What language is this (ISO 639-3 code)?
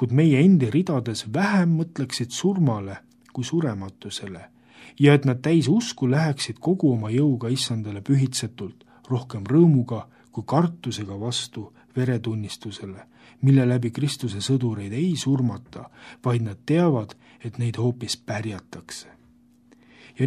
est